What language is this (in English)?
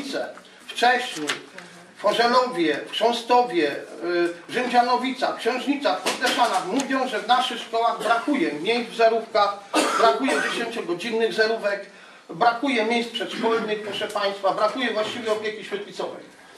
Polish